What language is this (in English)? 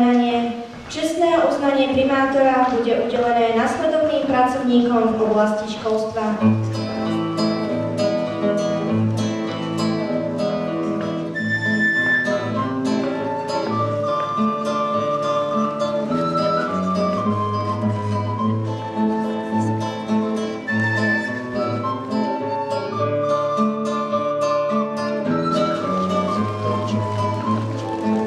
Slovak